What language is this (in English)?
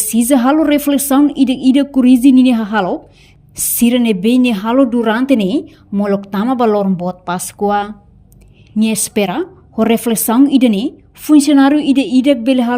Tetum